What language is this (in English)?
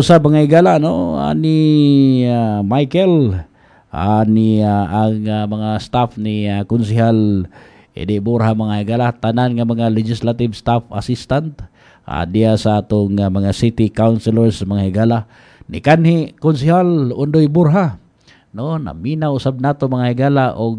Cebuano